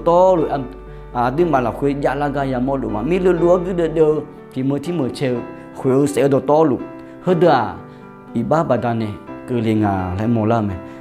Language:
Akha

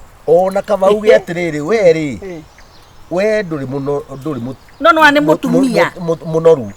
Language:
Kikuyu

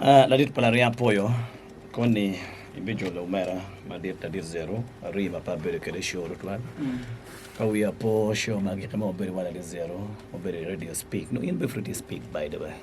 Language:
Acoli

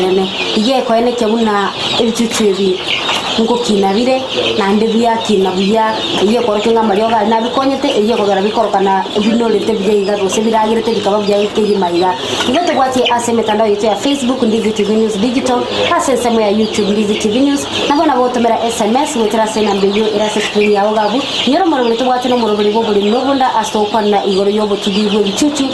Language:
Gusii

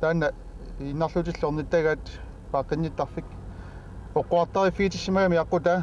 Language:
Kalaallisut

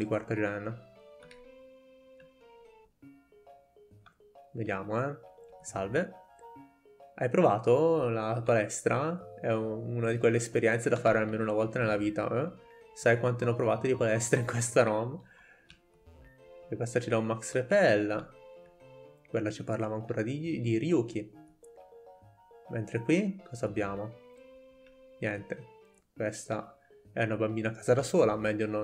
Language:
Italian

